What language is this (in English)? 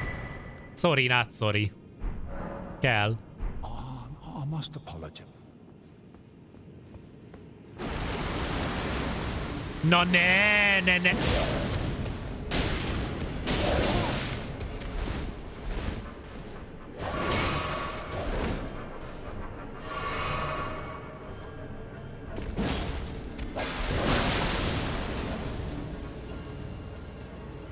Hungarian